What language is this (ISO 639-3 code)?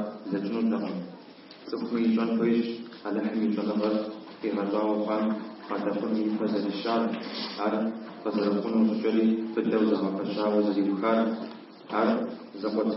kbd